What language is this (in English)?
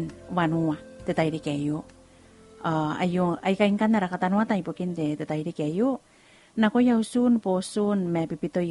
Gilbertese